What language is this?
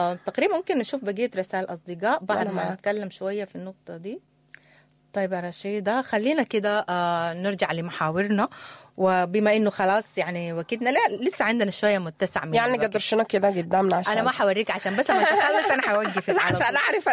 Sudanese Arabic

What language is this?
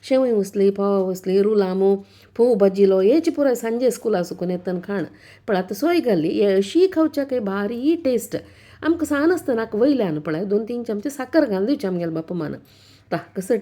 Konkani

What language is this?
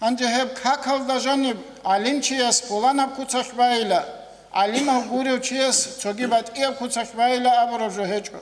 Avaric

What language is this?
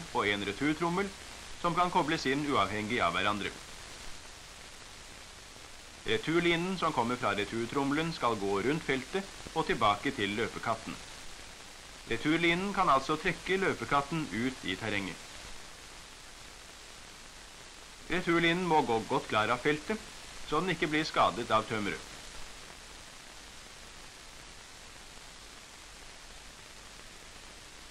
Norwegian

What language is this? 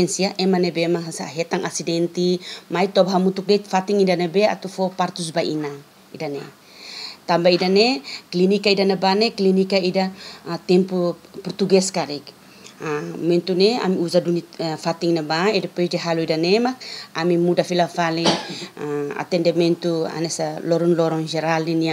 Tetum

